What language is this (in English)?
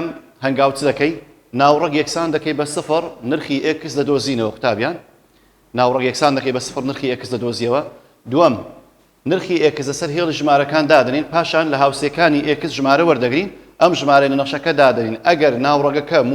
Central Kurdish